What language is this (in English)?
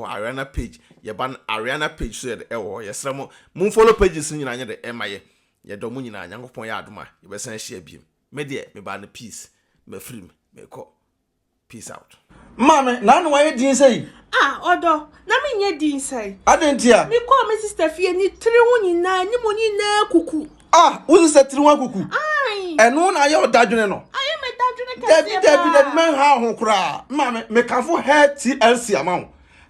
Akan